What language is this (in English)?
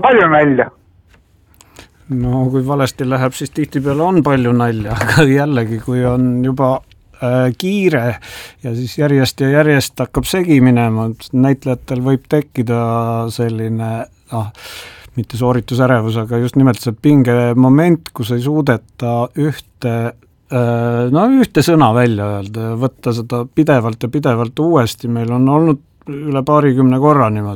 Estonian